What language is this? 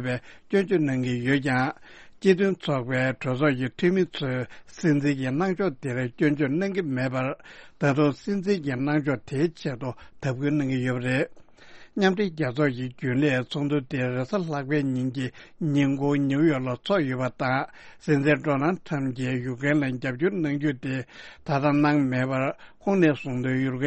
Tibetan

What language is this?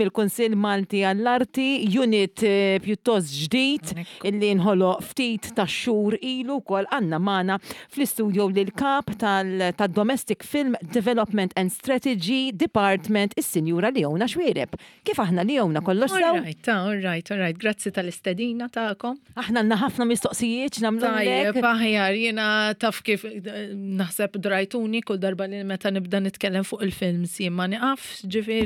Maltese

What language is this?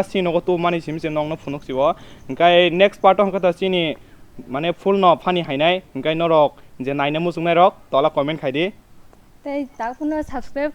Kok Borok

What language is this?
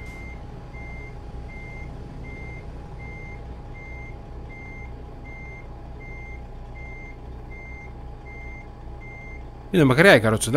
Greek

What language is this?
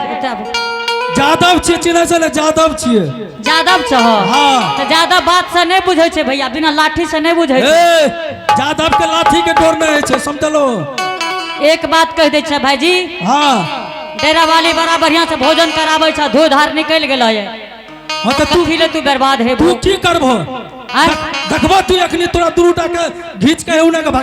Angika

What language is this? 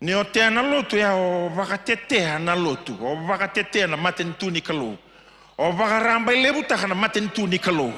Fijian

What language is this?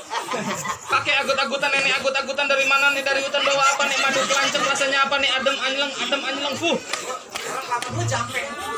Betawi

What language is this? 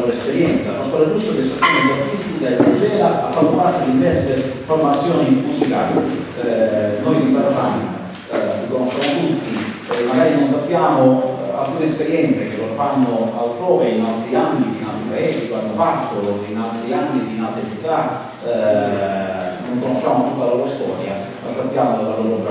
Italian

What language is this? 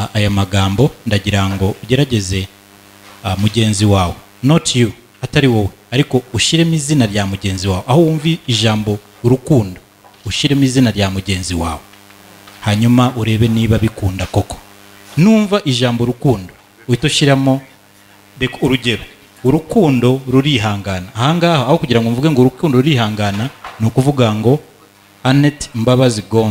Kinyarwanda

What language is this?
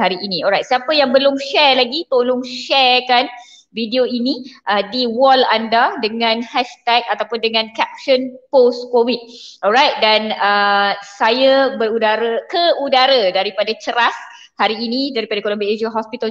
Malay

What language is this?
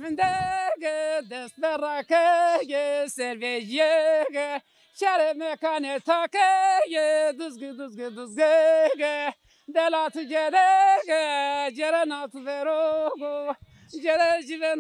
Zaza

